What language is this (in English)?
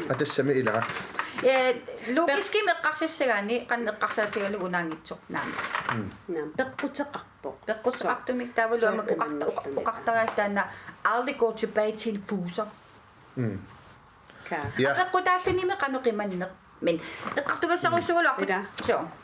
Kalaallisut